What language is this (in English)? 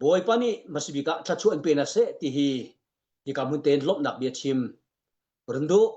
Hakha Chin